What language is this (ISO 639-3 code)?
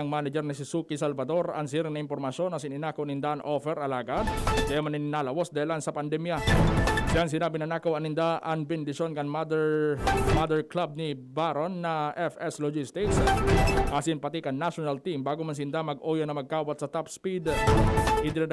bik